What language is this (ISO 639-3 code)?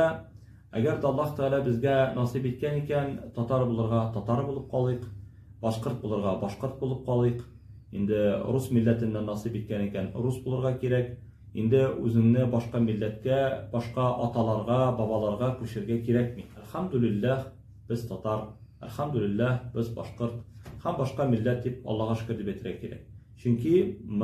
tat